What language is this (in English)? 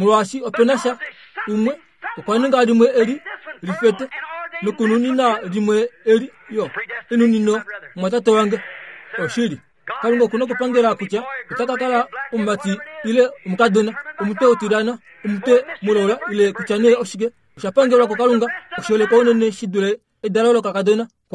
Kuanyama